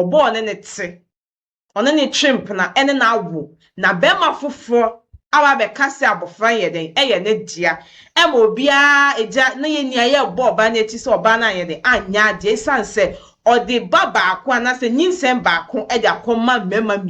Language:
Akan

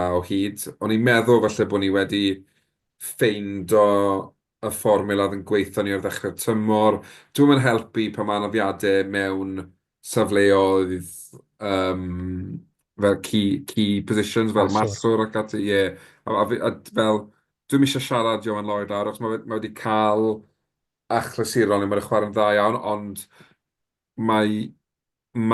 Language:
Welsh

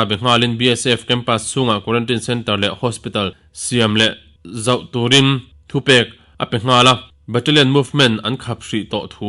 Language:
Mizo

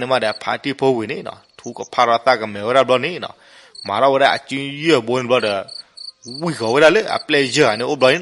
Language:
S'gaw Karen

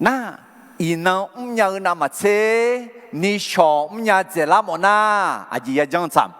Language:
Akha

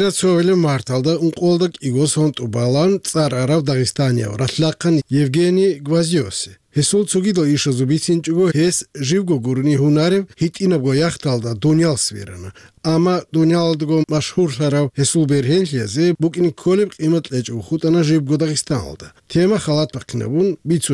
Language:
Avaric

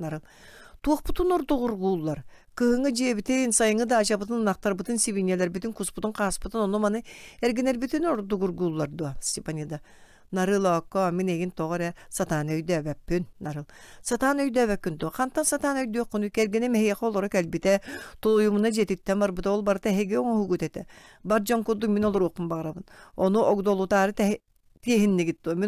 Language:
Yakut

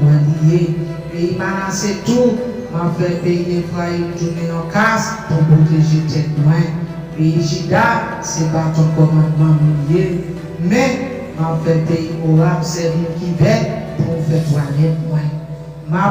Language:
Haitian Creole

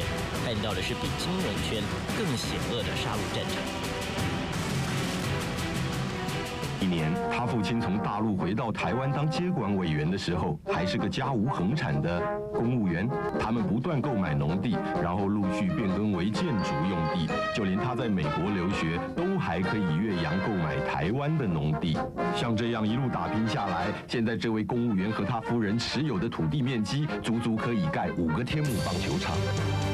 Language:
Chinese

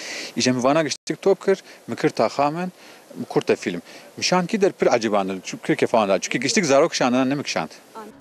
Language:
Kurdish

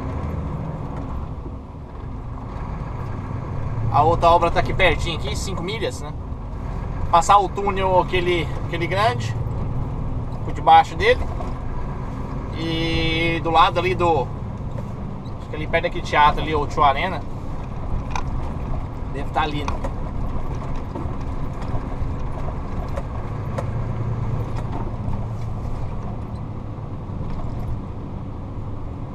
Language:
Portuguese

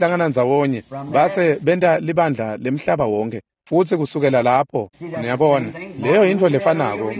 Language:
Swati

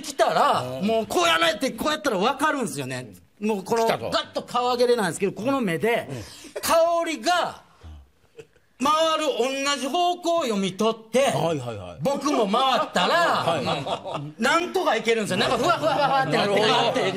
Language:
Japanese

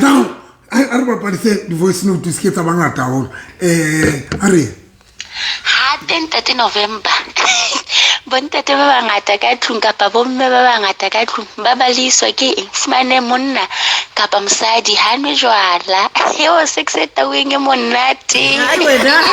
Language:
Southern Sotho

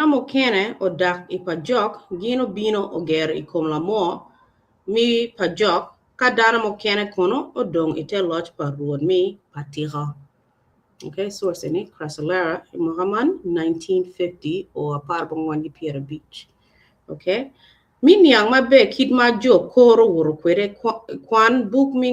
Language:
Acoli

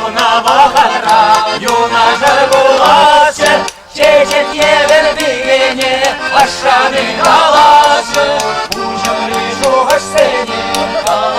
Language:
Chuvash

